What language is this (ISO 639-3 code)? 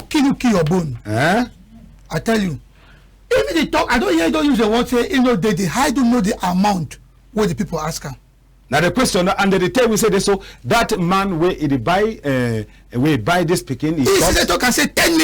wes